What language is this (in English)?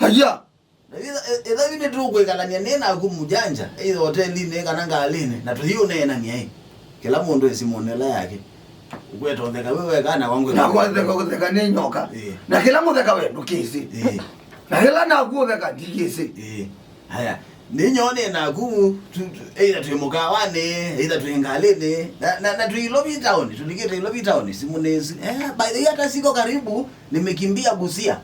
Kamba